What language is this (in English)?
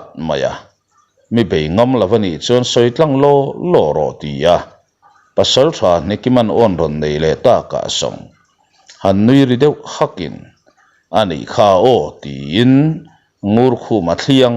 Mizo